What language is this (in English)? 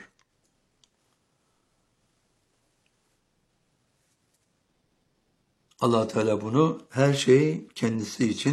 Turkish